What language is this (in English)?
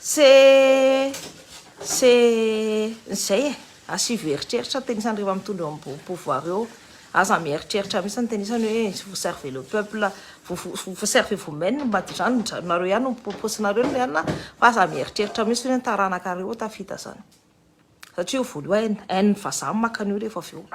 Malagasy